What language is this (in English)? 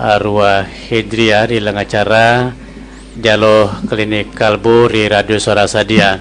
Buginese